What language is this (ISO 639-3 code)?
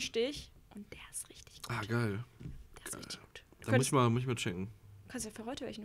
deu